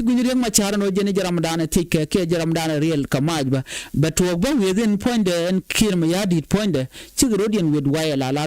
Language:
Nuer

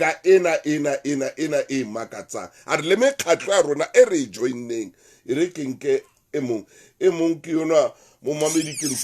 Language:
Southern Sotho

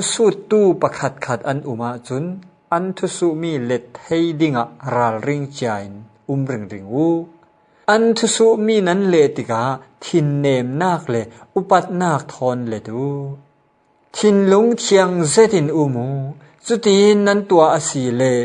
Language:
Falam Chin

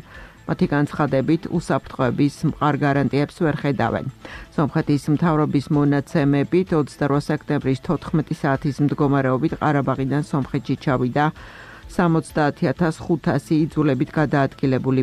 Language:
Georgian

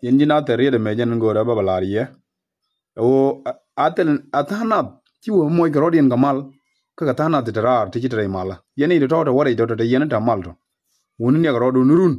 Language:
Nuer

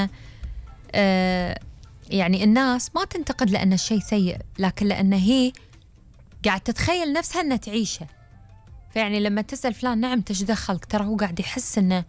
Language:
Gulf Arabic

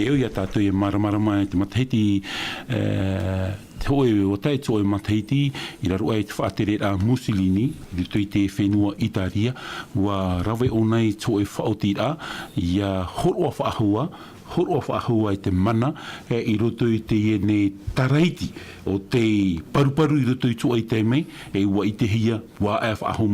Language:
Tahitian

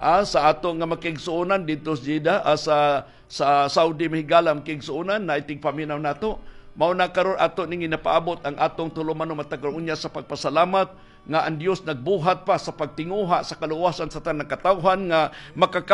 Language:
Cebuano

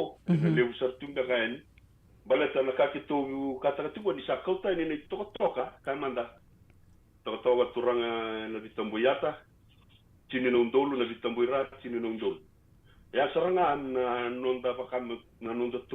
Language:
Fijian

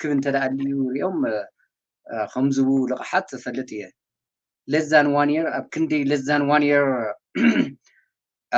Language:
Tigrinya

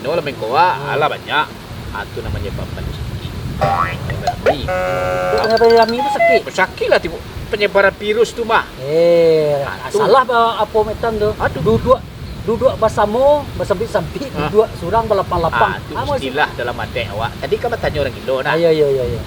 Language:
Minangkabau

